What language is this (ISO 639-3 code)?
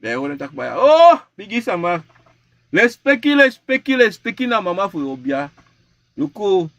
srn